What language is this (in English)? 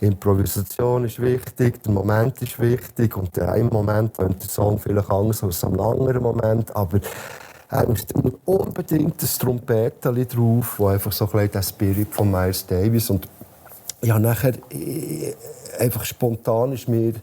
Swiss German